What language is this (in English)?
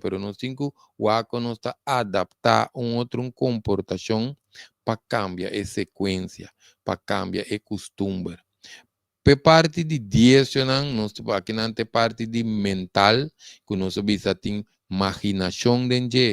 Papiamento